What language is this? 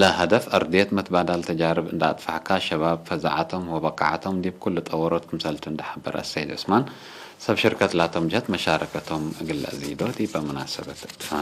Tigre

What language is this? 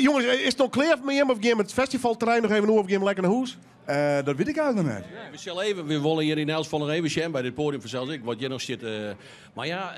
Western Frisian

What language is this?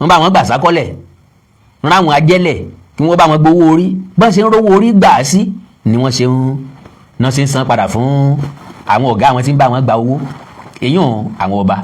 Yoruba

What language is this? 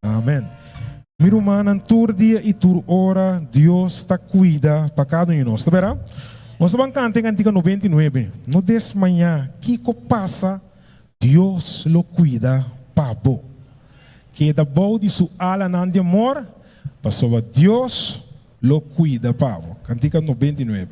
Papiamento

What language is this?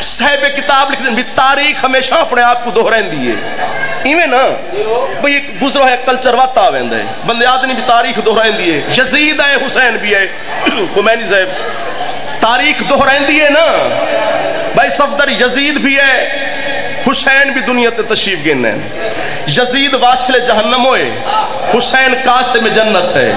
Saraiki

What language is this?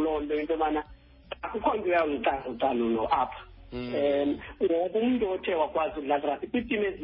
Xhosa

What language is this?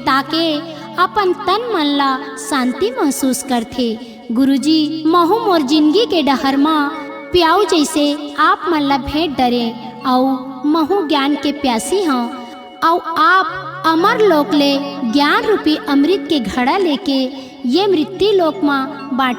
Chhattisgarhi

